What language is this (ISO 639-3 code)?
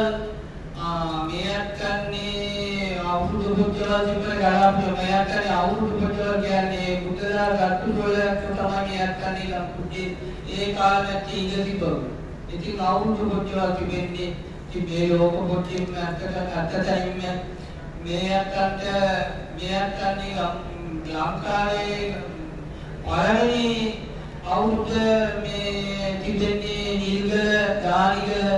sin